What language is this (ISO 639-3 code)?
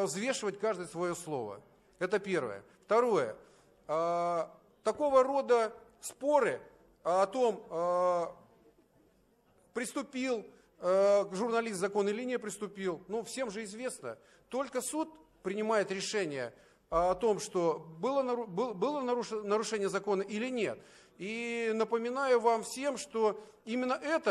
rus